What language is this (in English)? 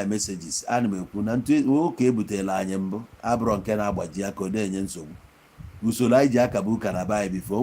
Igbo